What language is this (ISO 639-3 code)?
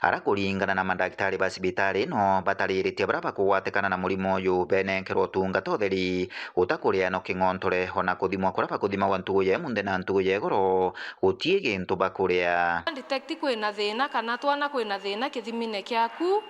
mer